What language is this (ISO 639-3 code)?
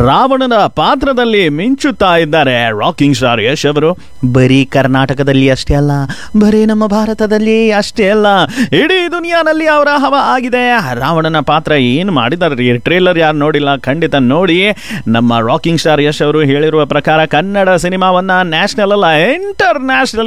kan